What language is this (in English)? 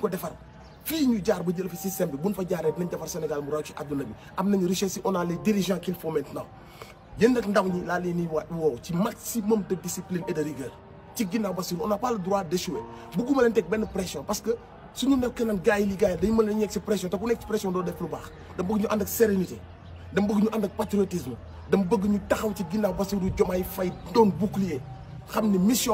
Wolof